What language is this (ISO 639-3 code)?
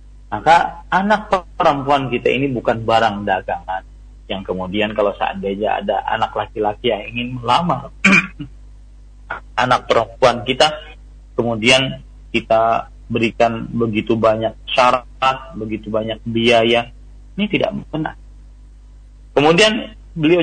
ind